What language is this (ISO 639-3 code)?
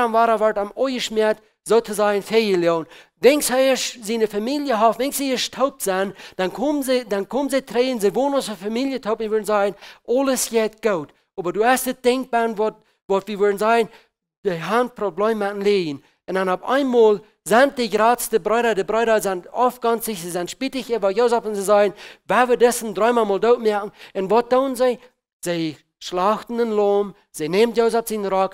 pdt